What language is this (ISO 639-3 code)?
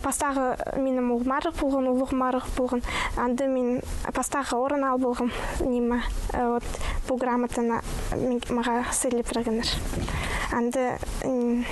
kjh